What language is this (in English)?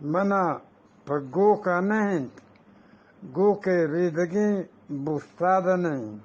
Eastern Balochi